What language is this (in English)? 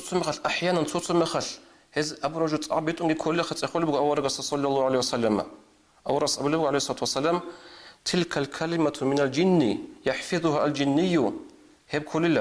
Avaric